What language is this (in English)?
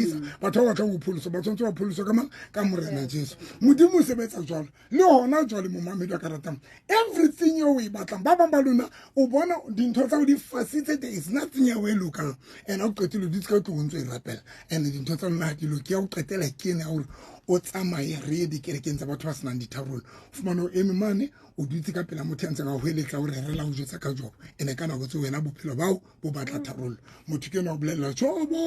Southern Sotho